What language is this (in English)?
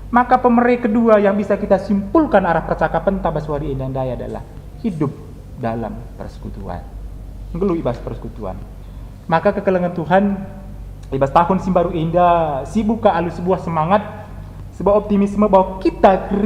Batak Karo